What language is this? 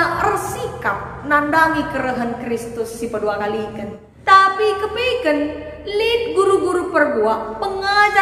Batak Karo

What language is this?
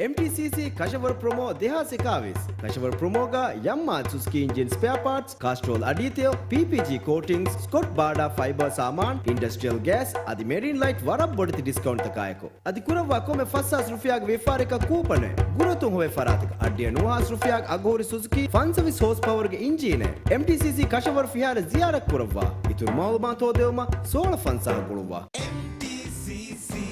Divehi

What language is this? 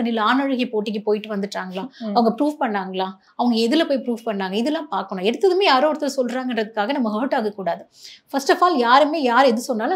Tamil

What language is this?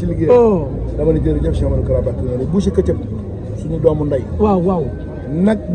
Wolof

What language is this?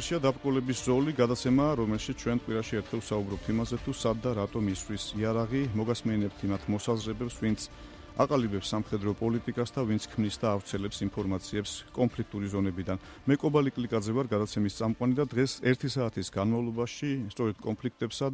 Georgian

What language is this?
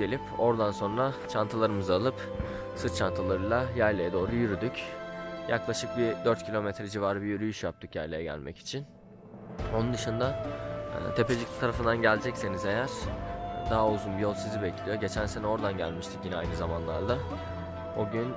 Turkish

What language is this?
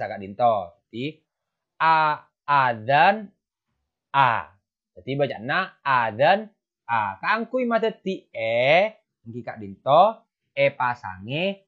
Madurese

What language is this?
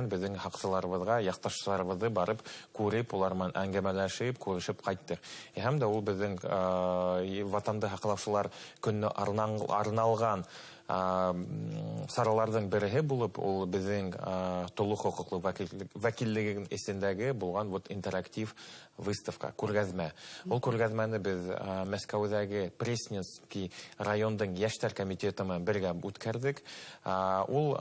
Bashkir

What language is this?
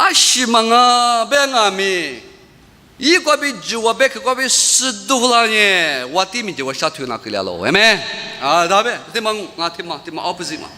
Lisu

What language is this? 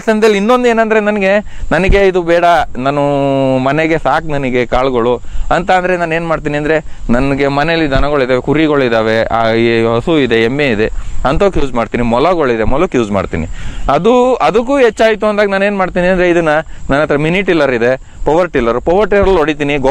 Kannada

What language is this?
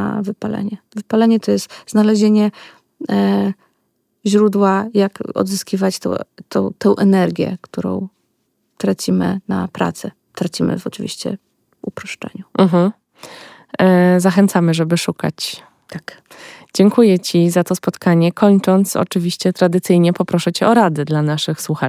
Polish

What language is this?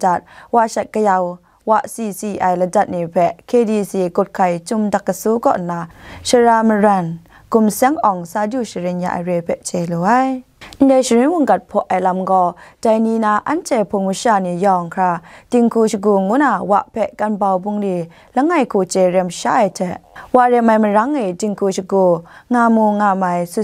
Kachin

